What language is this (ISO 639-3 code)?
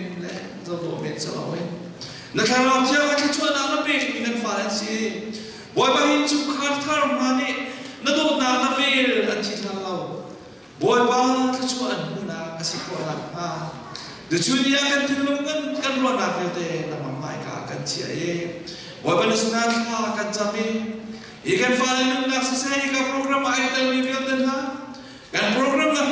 cnh